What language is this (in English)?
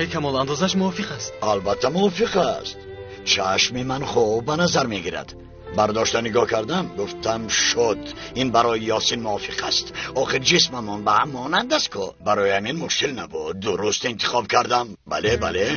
Tajik